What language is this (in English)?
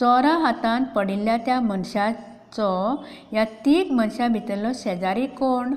Konkani